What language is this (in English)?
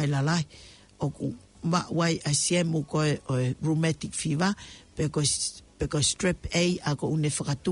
Tongan